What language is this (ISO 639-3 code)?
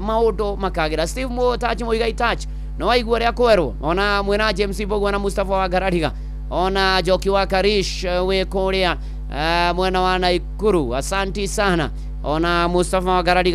kik